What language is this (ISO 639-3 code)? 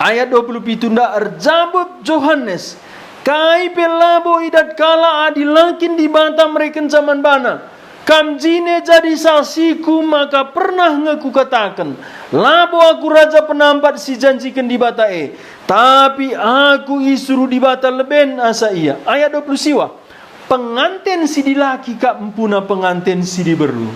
btx